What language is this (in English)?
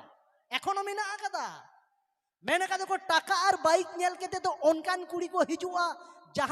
Santali